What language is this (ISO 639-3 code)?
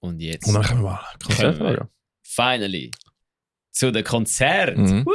gsw